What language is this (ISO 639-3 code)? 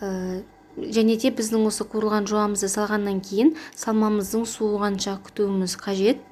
kaz